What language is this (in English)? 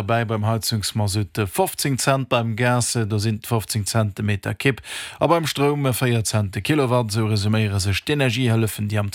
Luxembourgish